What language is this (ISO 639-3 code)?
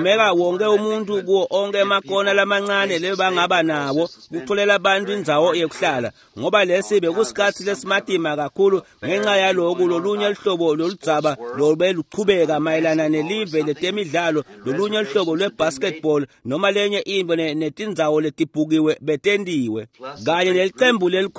ssw